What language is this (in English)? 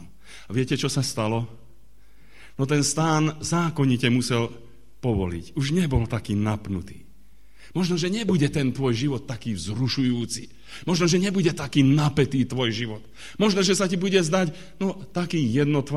Slovak